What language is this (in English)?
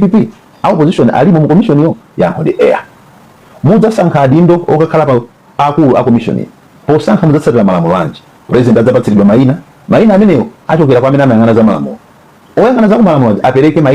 Nyanja